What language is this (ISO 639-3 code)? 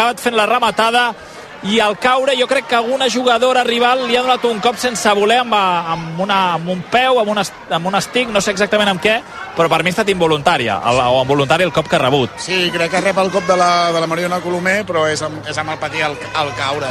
cat